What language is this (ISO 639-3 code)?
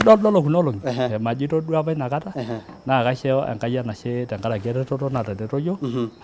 mas